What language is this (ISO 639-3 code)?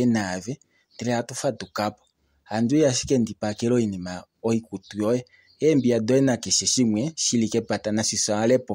kua